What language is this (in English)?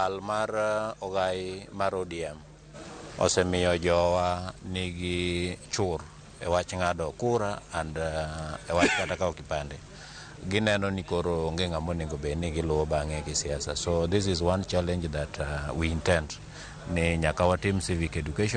Luo (Kenya and Tanzania)